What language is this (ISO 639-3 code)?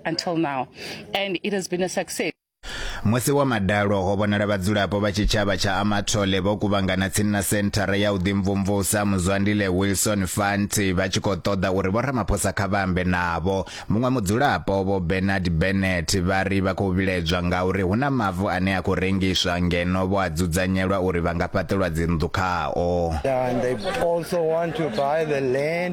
ven